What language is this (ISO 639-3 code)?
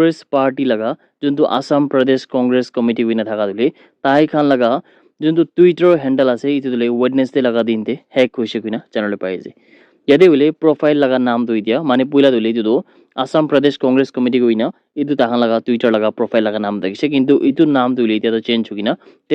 nag